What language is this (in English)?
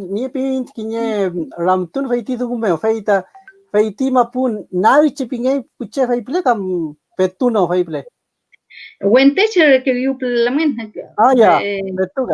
Mapuche